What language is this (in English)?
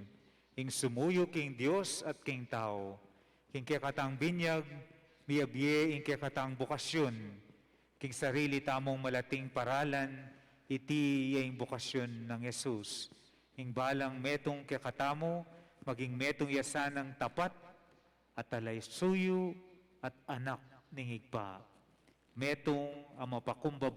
Pampanga